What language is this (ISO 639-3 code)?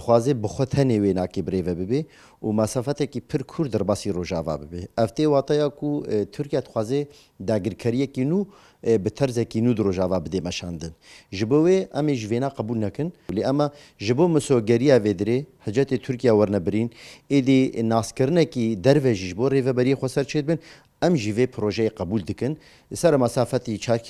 kur